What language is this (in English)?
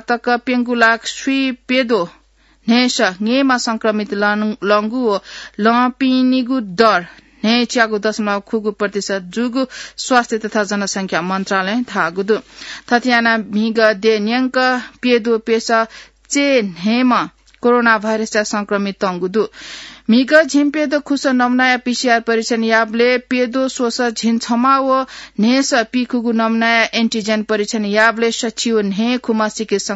Newari